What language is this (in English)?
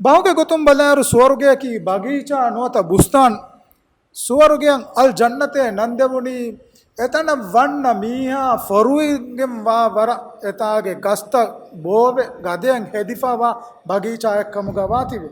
Divehi